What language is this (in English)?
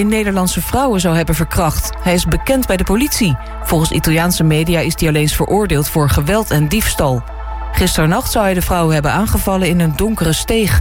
Dutch